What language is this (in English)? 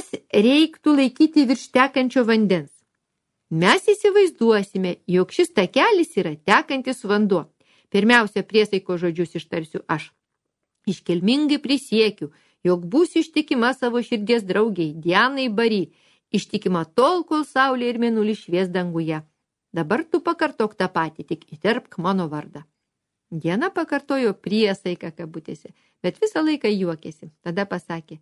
Lithuanian